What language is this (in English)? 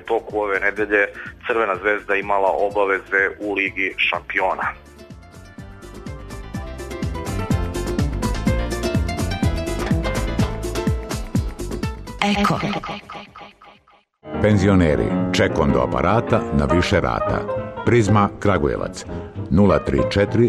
Serbian